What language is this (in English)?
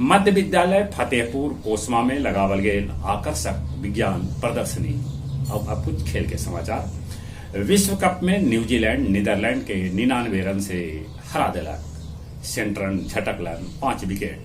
Magahi